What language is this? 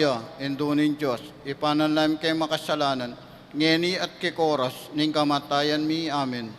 Pampanga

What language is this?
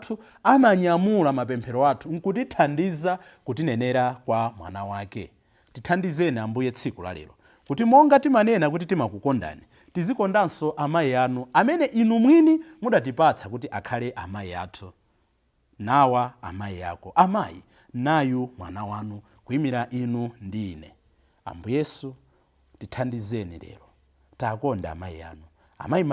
Nyanja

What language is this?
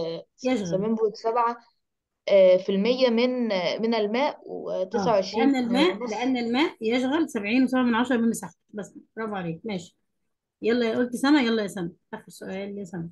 Egyptian Arabic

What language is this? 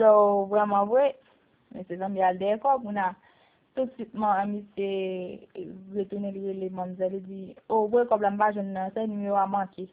Haitian Creole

